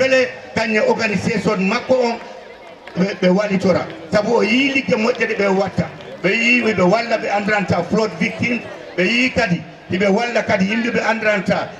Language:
Fula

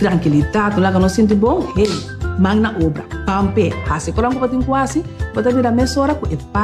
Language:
Papiamento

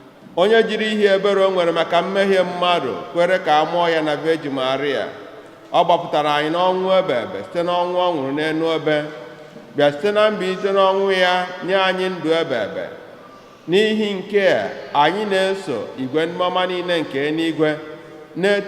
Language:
Igbo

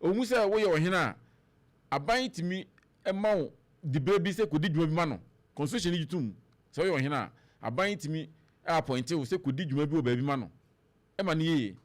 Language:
Akan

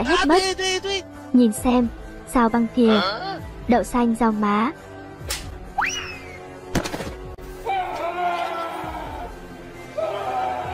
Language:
Vietnamese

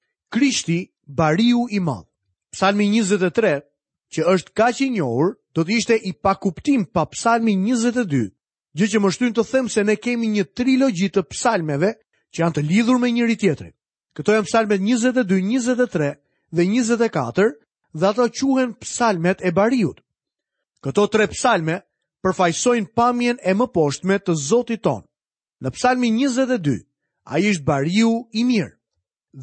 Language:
Albanian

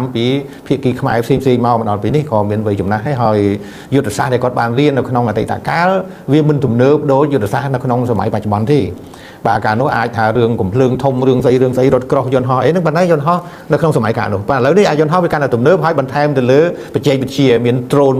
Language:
Khmer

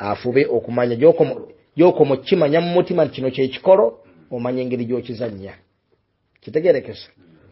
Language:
Ganda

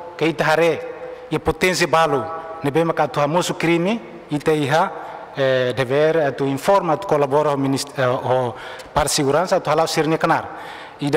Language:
Tetum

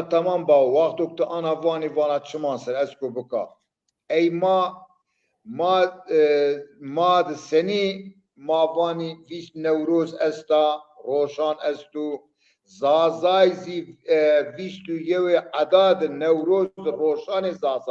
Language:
Zaza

